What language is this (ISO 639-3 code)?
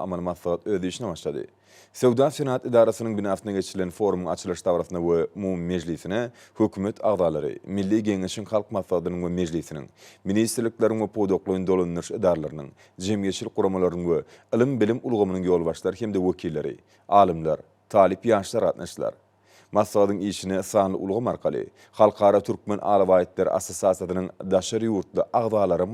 tuk